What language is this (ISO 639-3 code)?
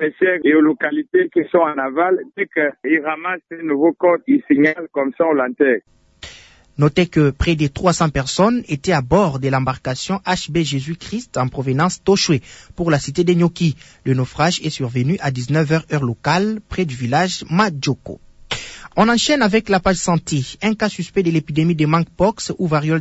fra